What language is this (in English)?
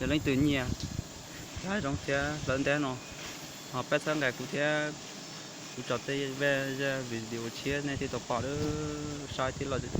Hmong